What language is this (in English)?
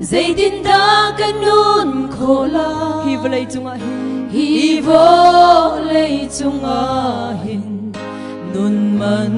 Hakha Chin